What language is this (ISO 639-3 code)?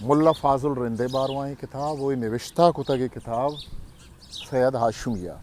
bgp